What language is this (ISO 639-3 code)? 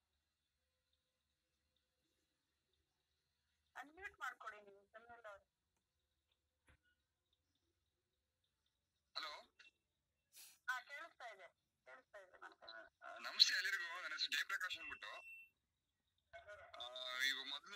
kan